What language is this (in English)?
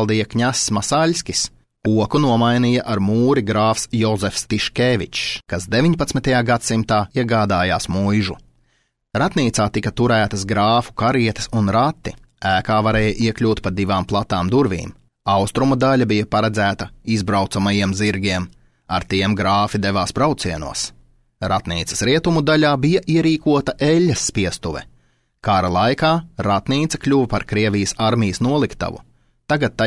Latvian